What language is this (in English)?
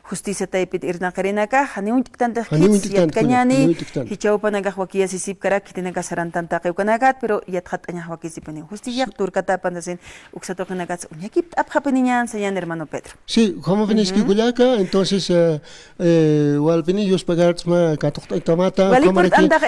Aymara